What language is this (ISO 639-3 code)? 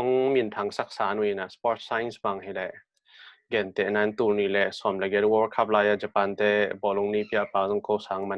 ctd